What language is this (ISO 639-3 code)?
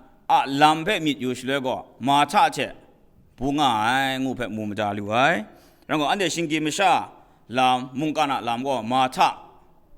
kac